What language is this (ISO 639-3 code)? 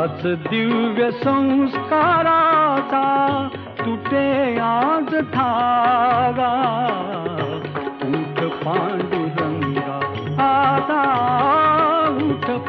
mar